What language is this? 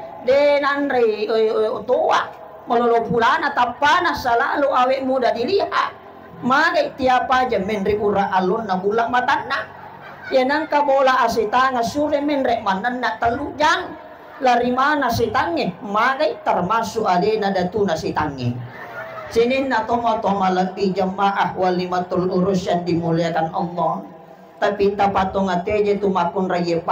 Buginese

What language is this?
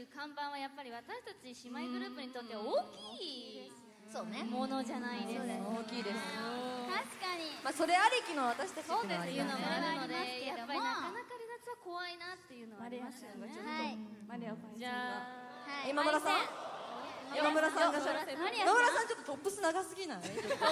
Japanese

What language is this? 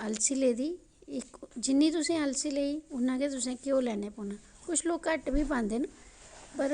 Dogri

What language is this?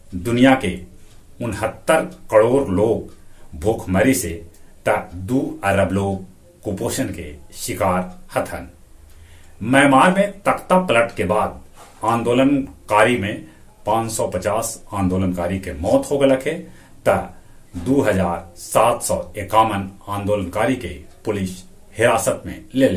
Magahi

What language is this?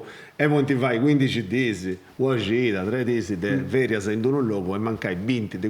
Sardinian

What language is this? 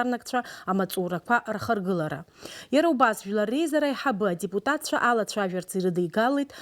Abkhazian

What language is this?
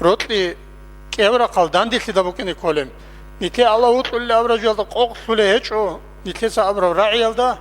Avaric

